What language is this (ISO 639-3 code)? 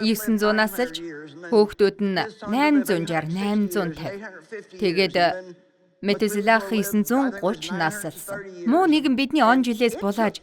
mon